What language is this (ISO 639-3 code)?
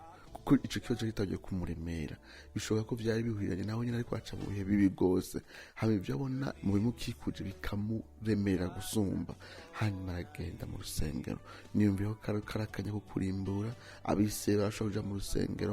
run